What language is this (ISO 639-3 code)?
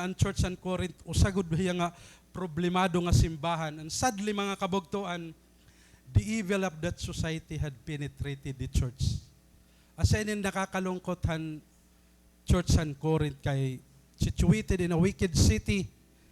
war